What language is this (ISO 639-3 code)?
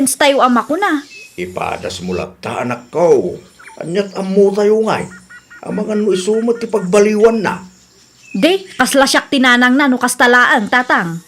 ilo